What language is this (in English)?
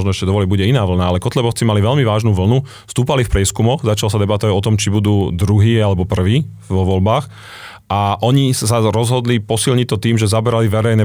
Slovak